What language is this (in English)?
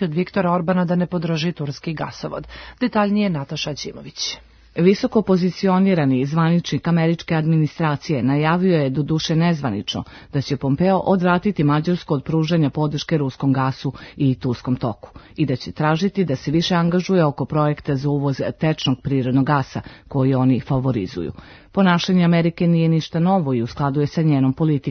Serbian